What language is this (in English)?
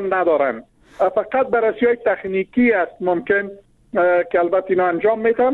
Persian